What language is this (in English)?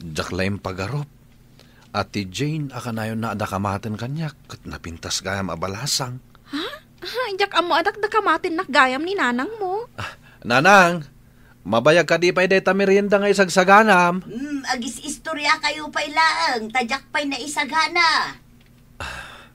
Iloko